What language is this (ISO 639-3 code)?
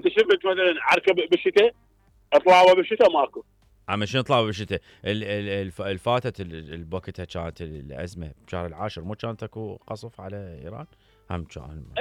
acm